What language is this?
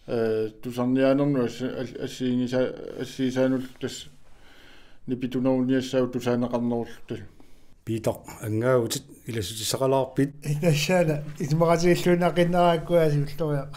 Kalaallisut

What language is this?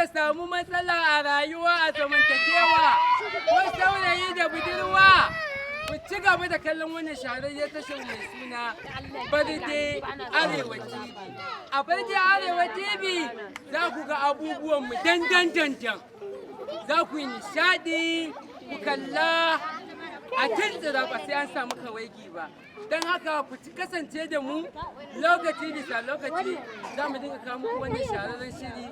Hausa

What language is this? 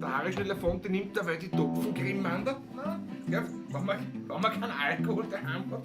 Bavarian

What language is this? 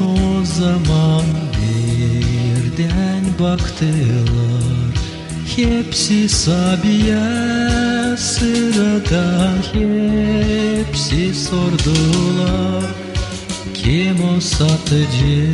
Gagauz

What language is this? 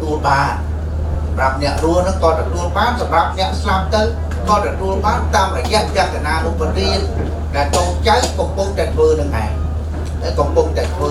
Khmer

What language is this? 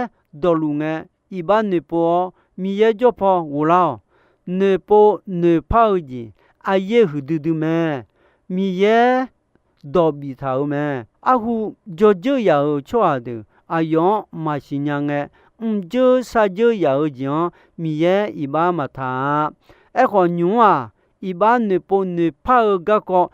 Akha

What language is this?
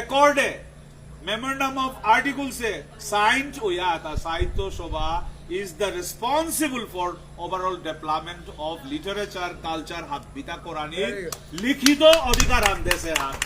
Bishnupriya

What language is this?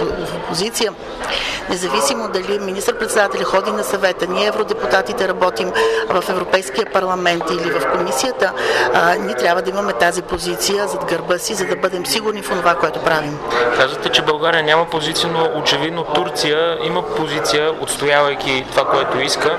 Bulgarian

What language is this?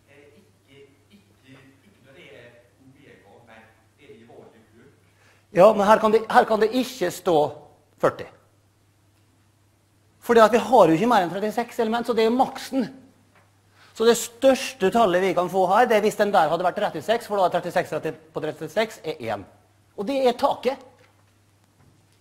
Norwegian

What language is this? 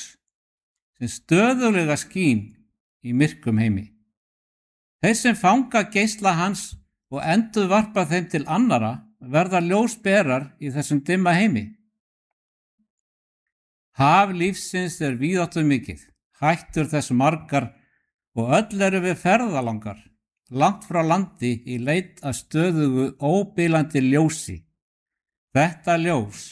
Icelandic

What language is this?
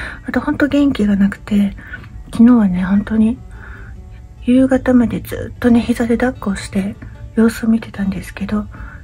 Japanese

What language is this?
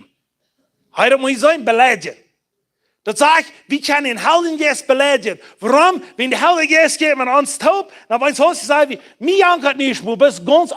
Plautdietsch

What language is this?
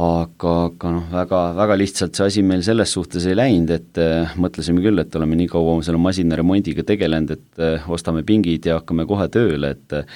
Estonian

